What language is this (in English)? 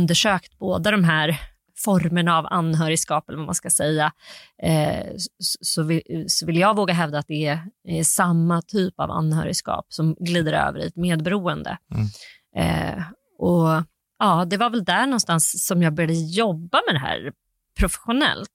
Swedish